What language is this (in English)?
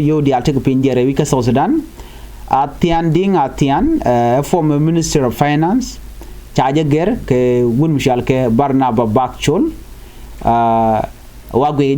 Nuer